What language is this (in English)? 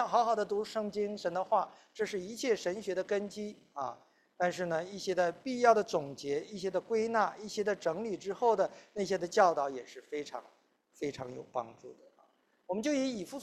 Chinese